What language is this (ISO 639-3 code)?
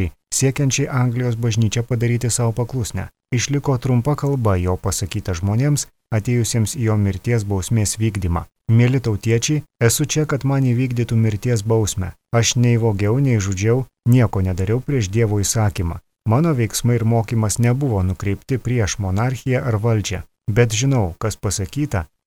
lit